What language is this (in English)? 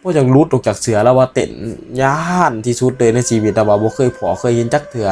Northeastern Thai